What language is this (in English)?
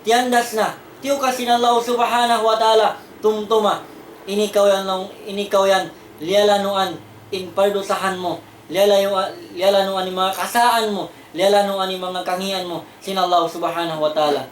Tausug